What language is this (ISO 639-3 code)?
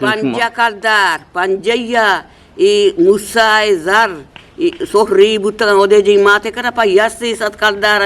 bgp